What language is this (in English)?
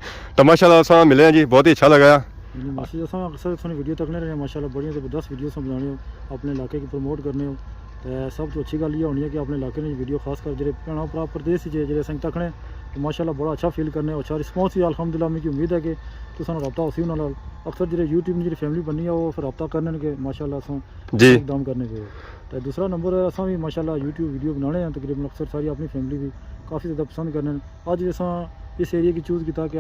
Pahari-Potwari